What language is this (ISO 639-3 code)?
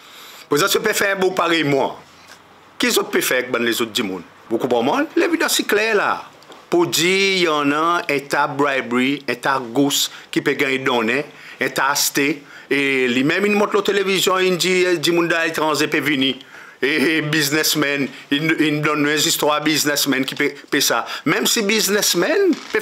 crs